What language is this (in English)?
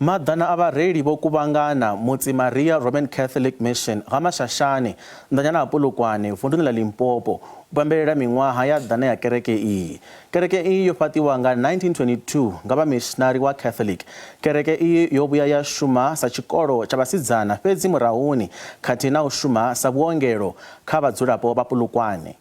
Venda